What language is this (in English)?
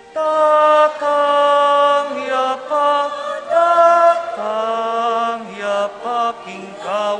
Pampanga